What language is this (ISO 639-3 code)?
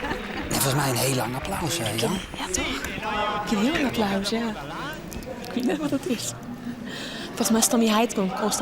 fry